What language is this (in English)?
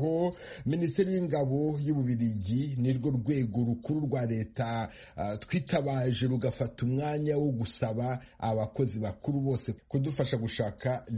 Kinyarwanda